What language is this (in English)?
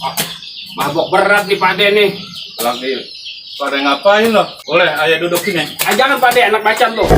Betawi